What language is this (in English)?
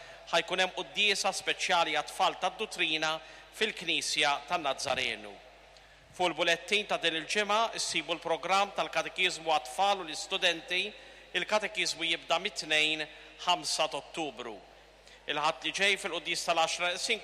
Maltese